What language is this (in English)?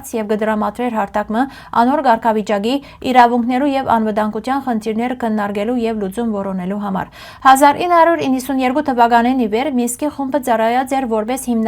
Western Armenian